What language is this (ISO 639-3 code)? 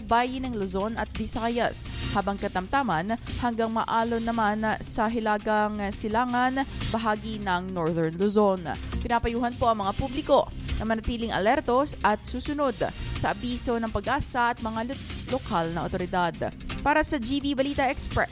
fil